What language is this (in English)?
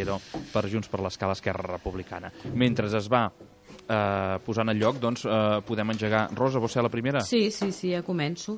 Catalan